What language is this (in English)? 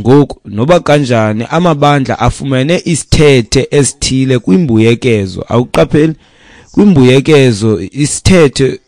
Xhosa